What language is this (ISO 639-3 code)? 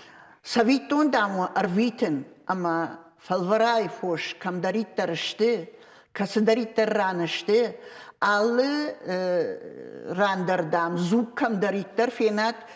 oss